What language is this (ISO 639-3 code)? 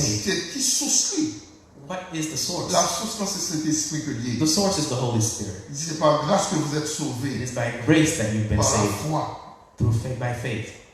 hat